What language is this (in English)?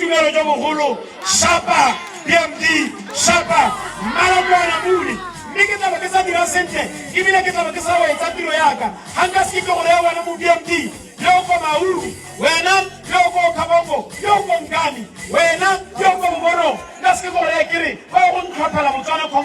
Tswana